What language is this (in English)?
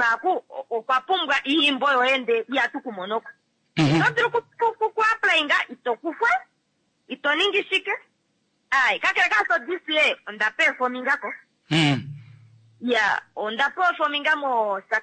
Kuanyama